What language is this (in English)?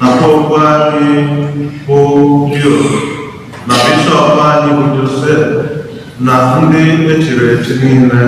Igbo